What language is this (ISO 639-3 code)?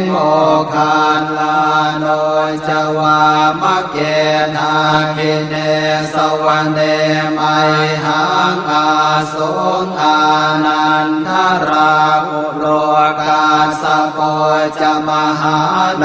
pli